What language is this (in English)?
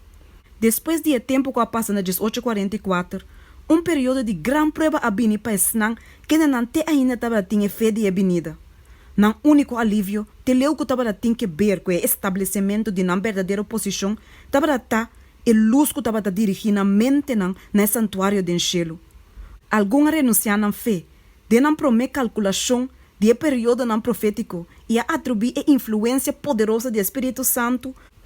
Papiamento